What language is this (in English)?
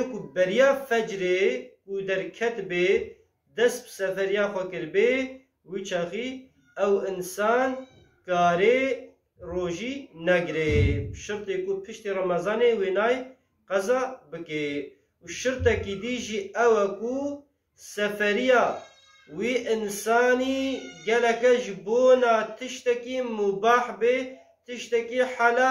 Kurdish